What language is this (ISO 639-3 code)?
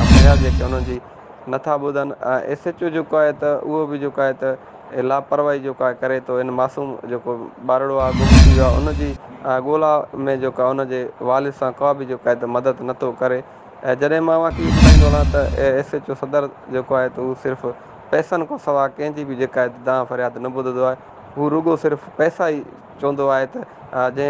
snd